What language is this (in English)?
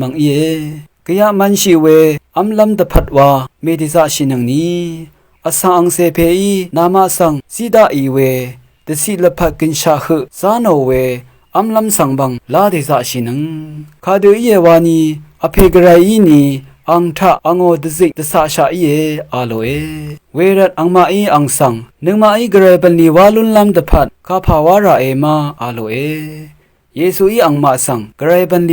Rawang